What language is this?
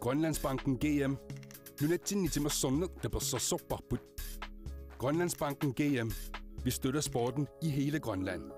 Kalaallisut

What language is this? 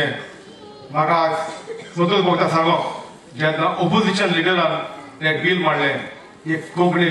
Konkani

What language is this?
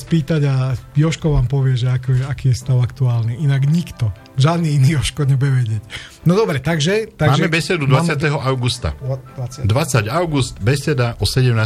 Slovak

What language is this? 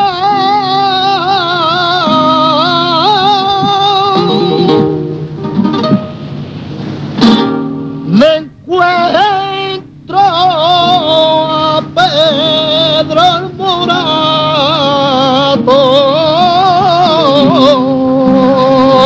Spanish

